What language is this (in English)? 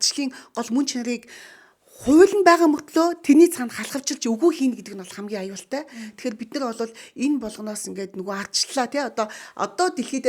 Mongolian